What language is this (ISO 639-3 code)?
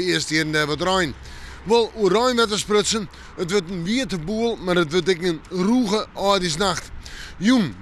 fry